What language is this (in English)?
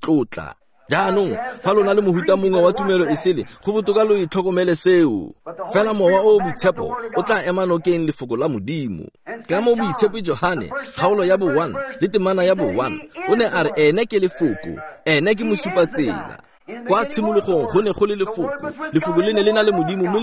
Tswana